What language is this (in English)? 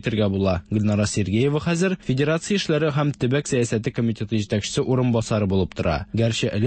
Tatar